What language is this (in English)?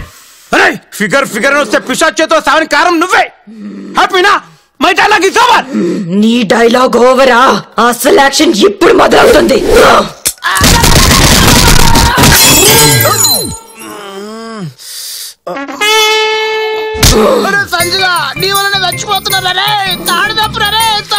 Telugu